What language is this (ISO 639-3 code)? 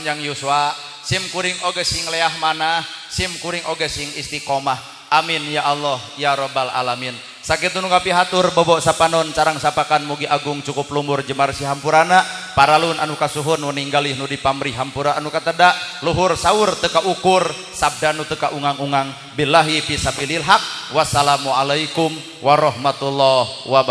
sun